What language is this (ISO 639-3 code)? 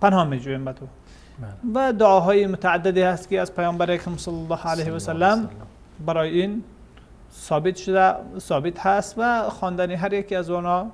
fas